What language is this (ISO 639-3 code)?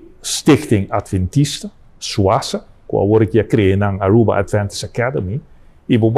pap